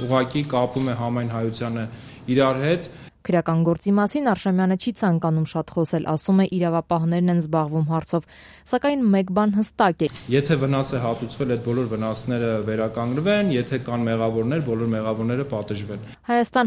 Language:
Armenian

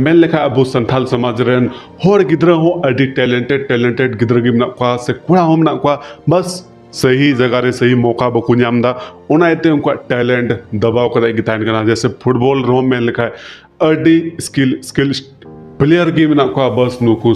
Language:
Santali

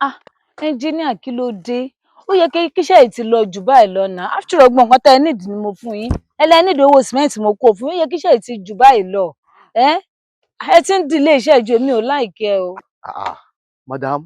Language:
Yoruba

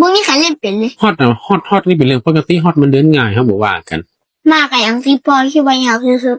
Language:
Northern Thai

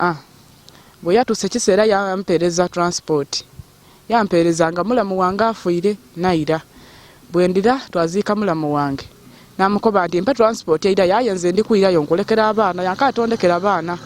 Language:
Ganda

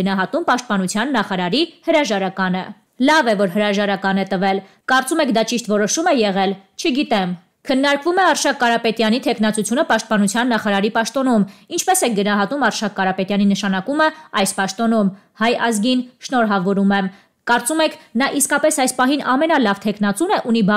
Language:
Armenian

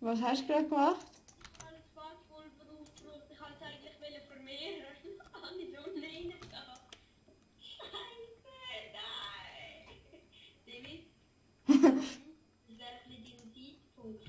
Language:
Swiss German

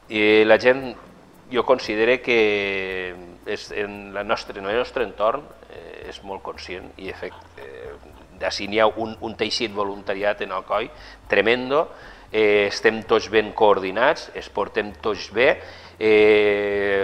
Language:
Catalan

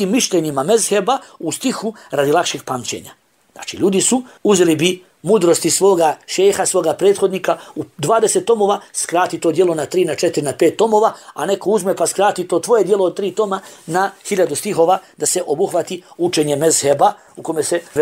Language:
Bosnian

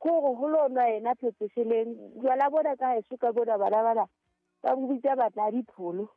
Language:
Southern Sotho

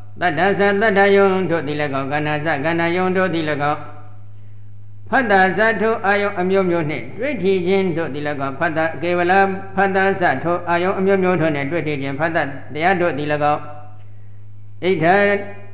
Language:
Burmese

